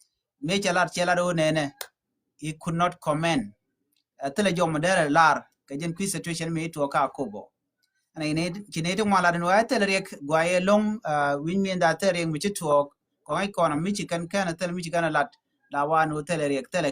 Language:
Nuer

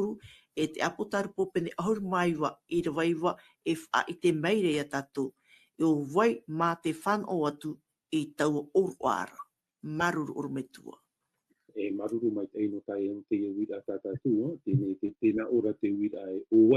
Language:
Tahitian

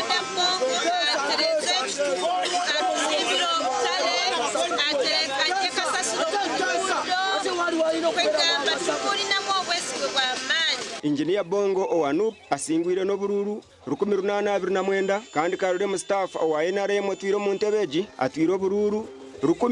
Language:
Nyankole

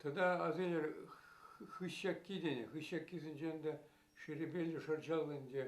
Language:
Chuvash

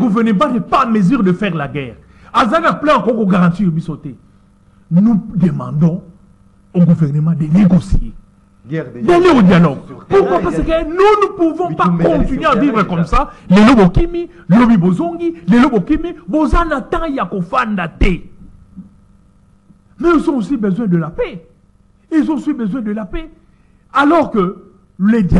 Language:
French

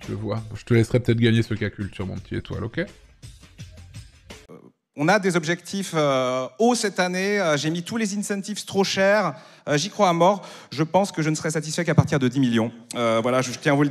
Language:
French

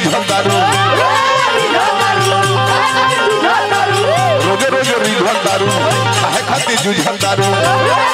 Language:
Bhojpuri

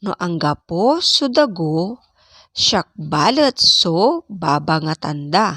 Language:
Pangasinan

